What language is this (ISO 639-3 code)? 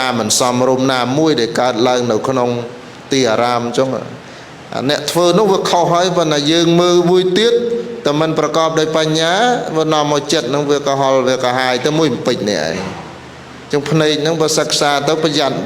khm